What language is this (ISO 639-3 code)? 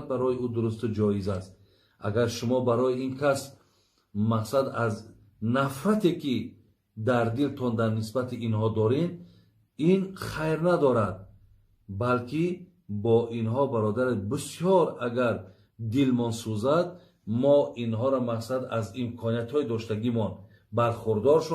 tgk